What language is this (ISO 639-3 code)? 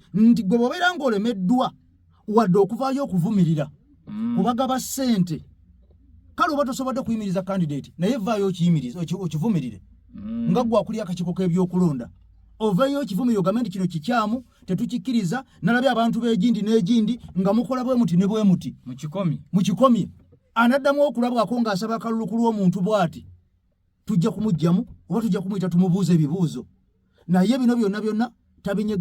lug